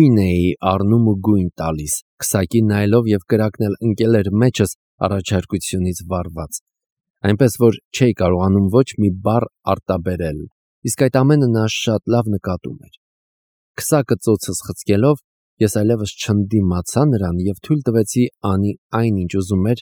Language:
Armenian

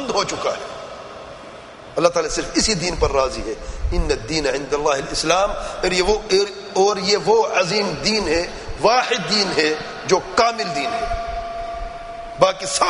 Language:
Urdu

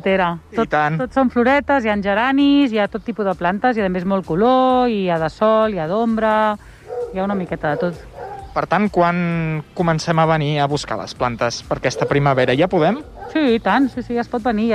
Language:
Catalan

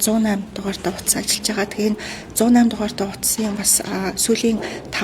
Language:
Mongolian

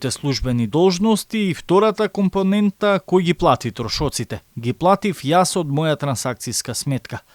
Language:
Macedonian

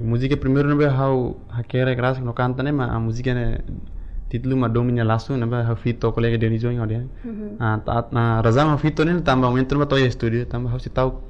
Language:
Tetum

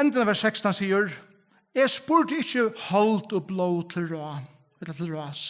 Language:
Faroese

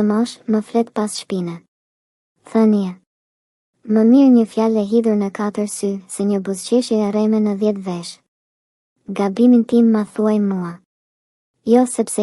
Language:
Albanian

